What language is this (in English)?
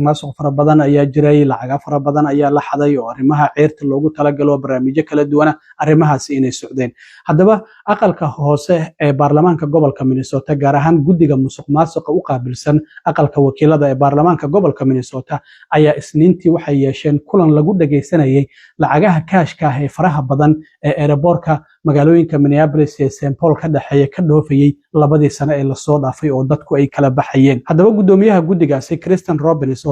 Somali